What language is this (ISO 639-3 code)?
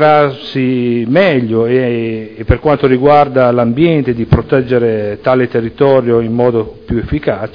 ita